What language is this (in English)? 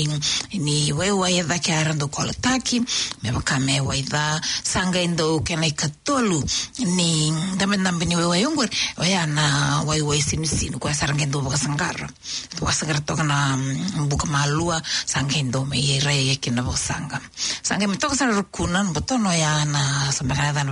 Fijian